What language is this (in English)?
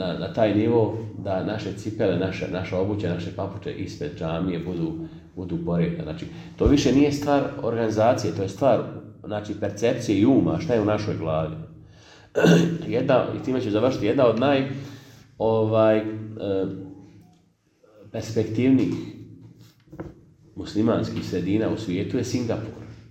Bosnian